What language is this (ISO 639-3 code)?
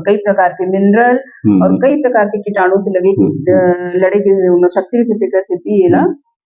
hne